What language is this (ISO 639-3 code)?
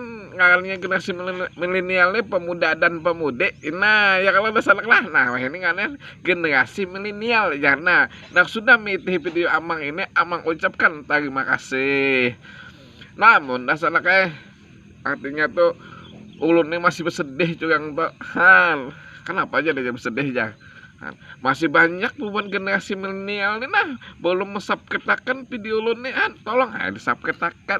bjn